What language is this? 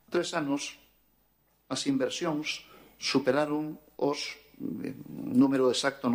Galician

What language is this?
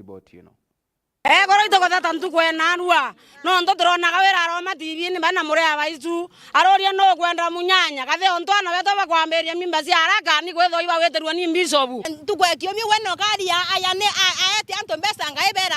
Meru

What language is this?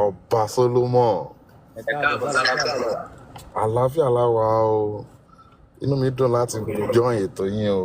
Yoruba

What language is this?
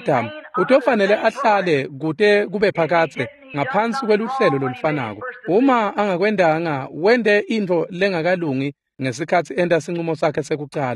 Swati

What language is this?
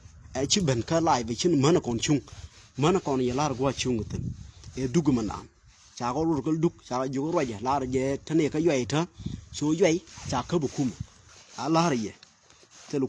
Nuer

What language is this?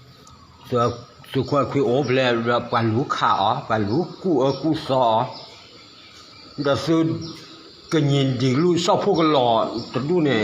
S'gaw Karen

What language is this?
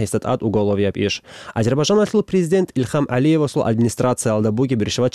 Avaric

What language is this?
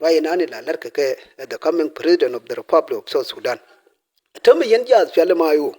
Nuer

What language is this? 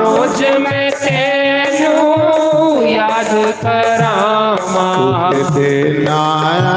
Dogri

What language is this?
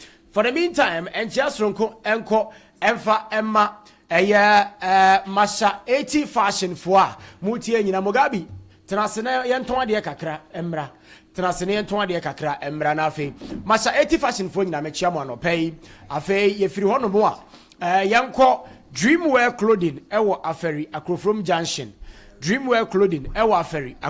Akan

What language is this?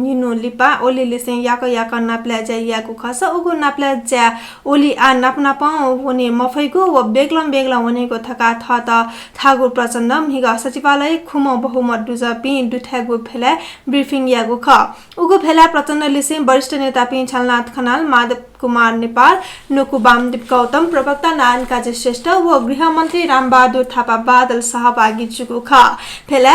Newari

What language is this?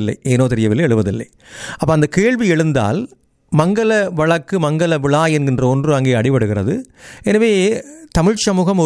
Tamil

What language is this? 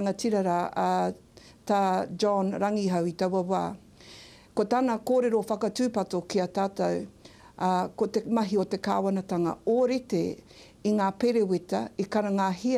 Māori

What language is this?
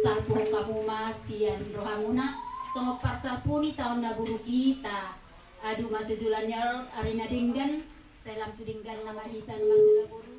Batak Toba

